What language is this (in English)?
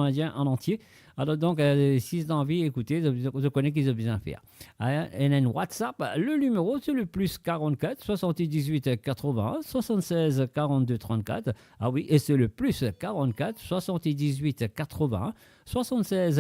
Morisyen